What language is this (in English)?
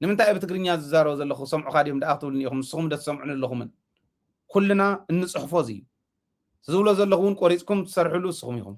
Tigrinya